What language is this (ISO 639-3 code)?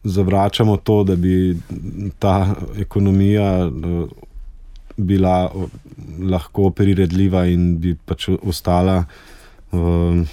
slv